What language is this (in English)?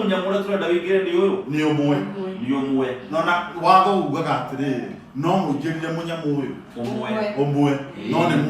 Kikuyu